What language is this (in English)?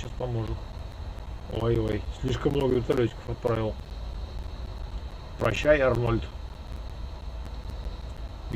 Russian